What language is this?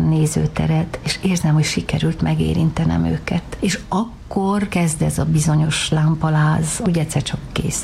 Hungarian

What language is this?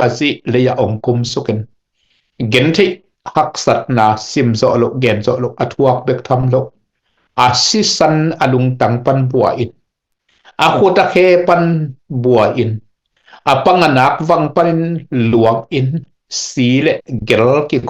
Tedim Chin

